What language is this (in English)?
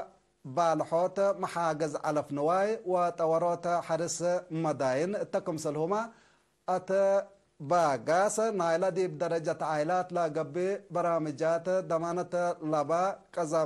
Tigre